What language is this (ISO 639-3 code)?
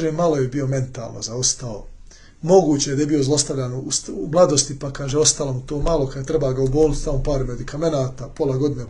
bos